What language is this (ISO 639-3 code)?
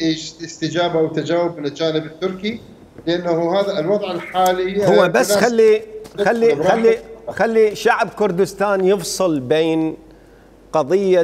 acm